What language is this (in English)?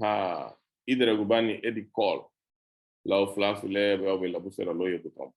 Garifuna